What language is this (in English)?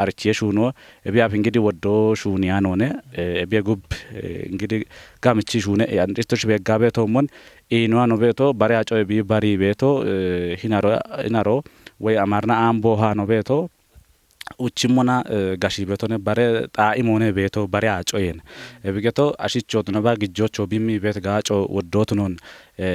Kafa